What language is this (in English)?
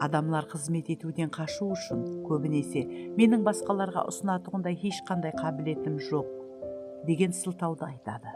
Kara-Kalpak